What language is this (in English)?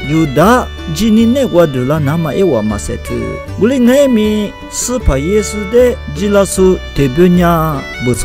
Lisu